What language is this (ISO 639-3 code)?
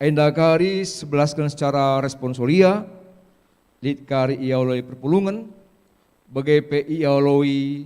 btx